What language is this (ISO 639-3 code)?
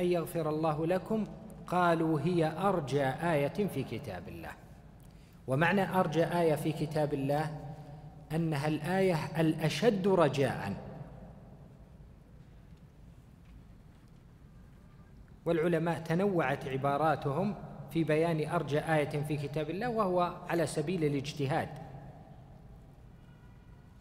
ara